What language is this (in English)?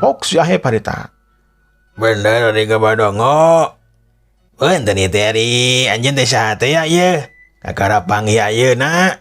Sundanese